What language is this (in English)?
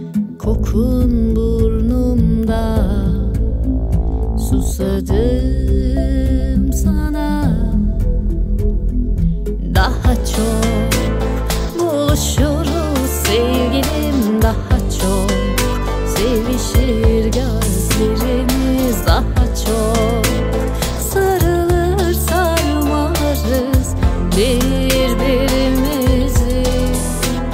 Turkish